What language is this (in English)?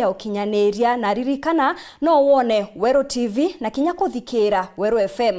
Meru